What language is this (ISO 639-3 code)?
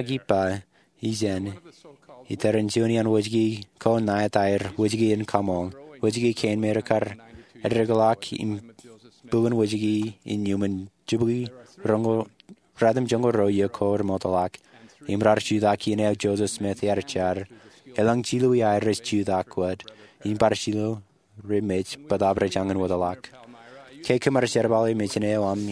mah